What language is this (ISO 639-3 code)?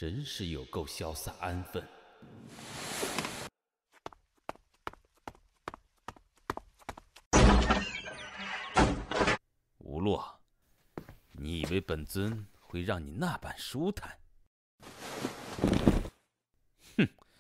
zho